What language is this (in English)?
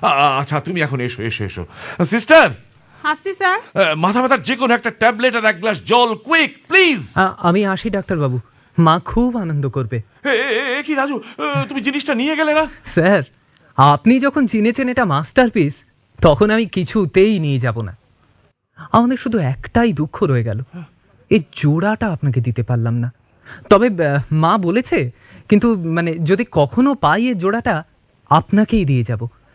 Bangla